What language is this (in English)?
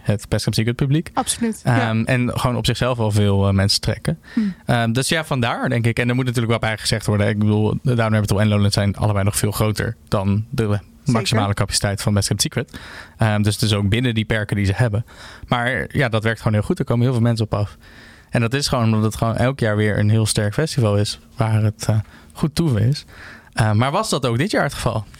Dutch